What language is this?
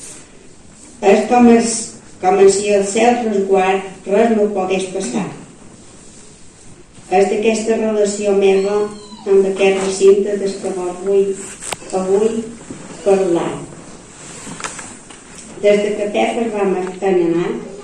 Catalan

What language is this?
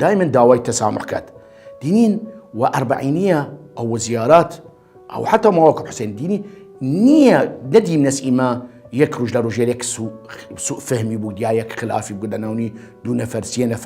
Southern Kurdish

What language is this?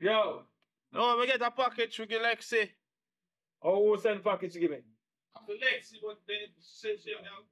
Jamaican Creole English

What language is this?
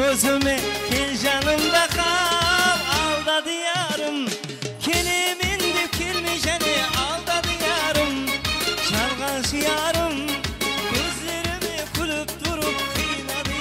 Kara-Kalpak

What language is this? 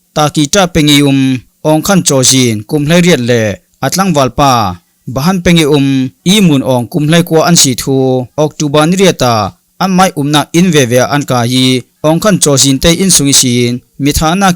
Falam Chin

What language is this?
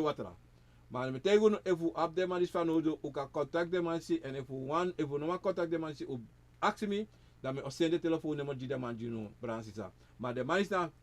Sranan Tongo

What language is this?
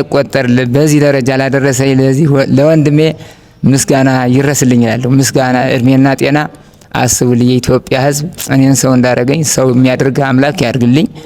Amharic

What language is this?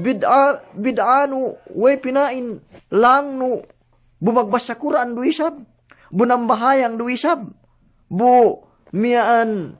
Yakan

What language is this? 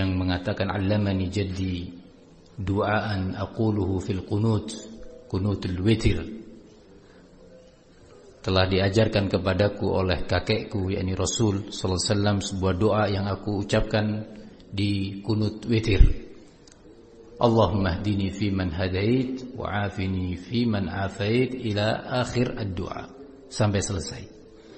Indonesian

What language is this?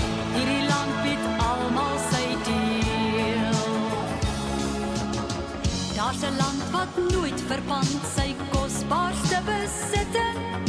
Afrikaans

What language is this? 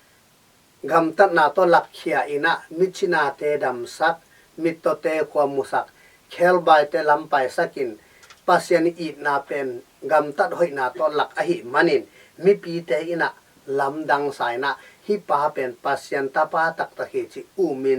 Tedim Chin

